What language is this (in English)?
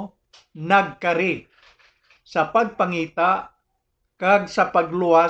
Hiligaynon